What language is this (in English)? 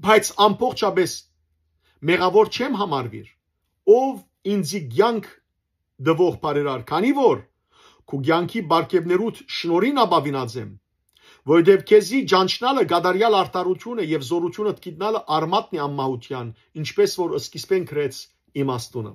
Western Armenian